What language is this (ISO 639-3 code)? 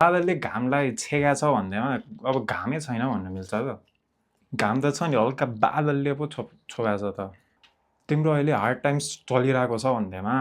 nep